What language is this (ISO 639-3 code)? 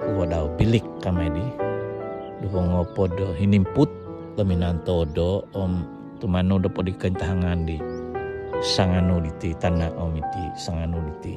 dtp